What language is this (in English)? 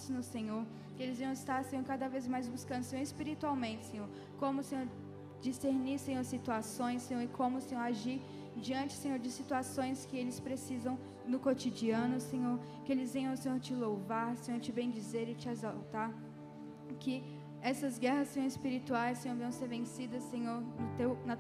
Portuguese